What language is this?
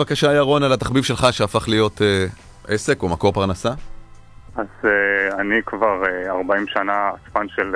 Hebrew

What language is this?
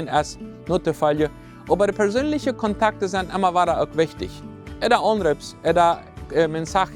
Plautdietsch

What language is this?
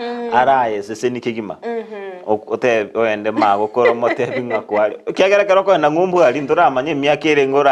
Gusii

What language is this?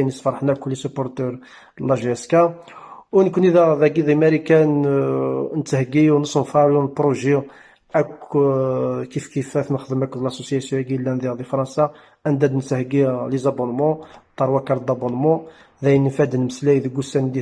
Kabyle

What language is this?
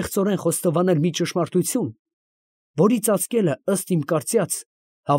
Armenian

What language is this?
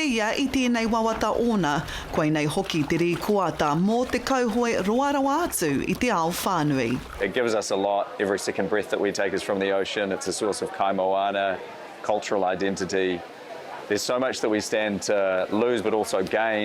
Māori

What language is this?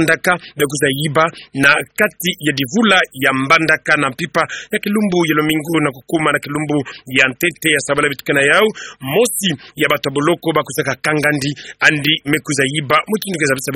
Kituba (Democratic Republic of Congo)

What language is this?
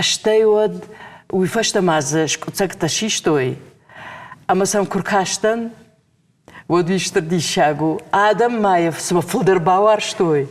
Ossetic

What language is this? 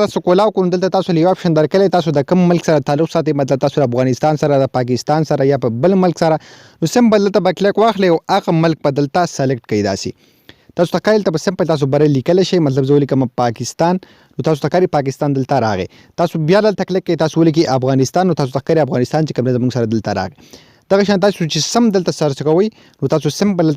Pashto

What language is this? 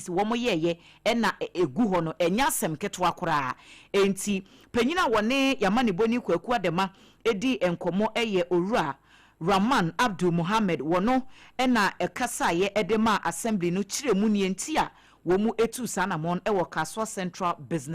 Akan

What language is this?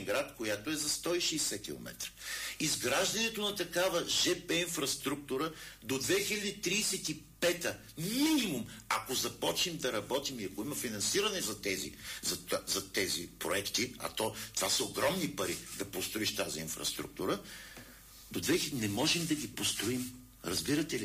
Bulgarian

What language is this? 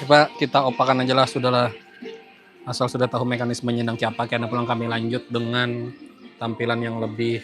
Banjar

